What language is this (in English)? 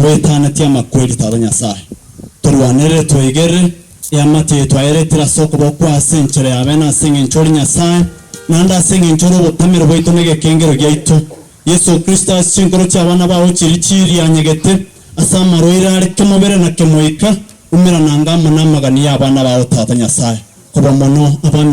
Gusii